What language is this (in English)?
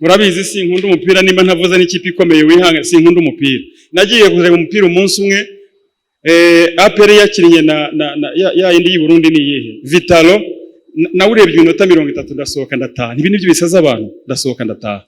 Kinyarwanda